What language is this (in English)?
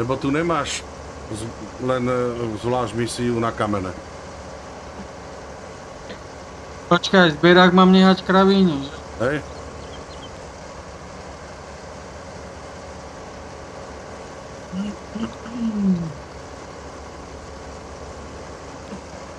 Slovak